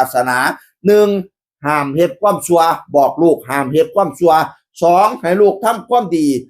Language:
Northeastern Thai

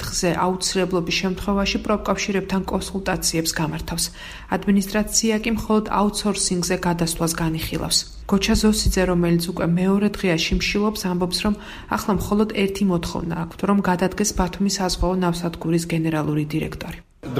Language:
Georgian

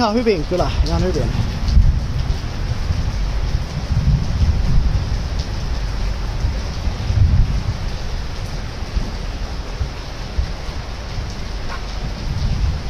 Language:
Finnish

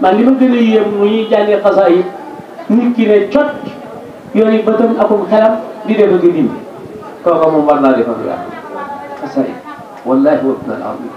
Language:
Wolof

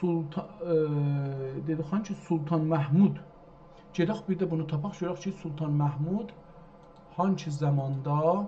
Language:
South Azerbaijani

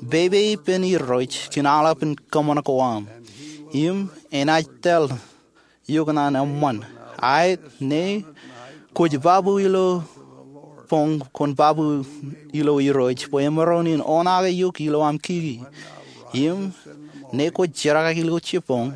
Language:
Marshallese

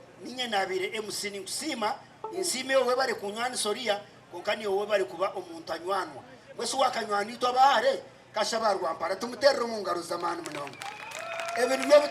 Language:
Nyankole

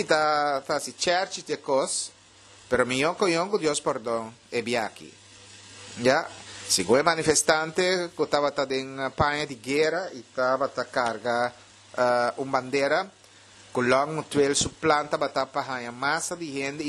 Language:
Papiamento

